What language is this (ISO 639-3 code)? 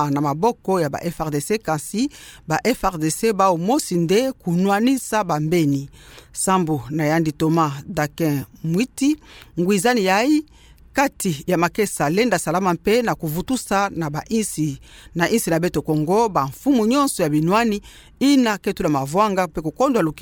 ktu